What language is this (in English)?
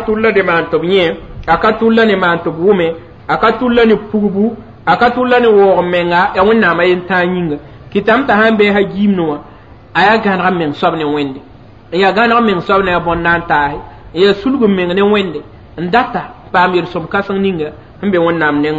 Mossi